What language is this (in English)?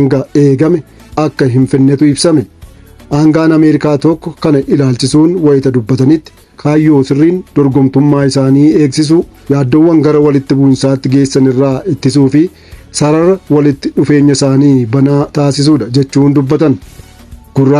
Oromo